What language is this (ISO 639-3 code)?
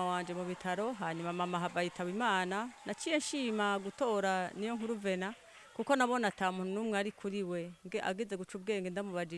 run